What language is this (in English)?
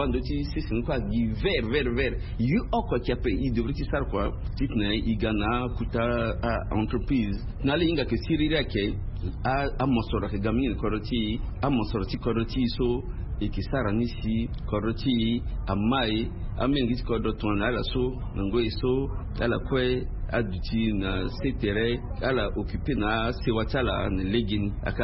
Sango